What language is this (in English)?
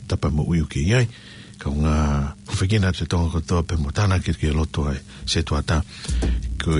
Tongan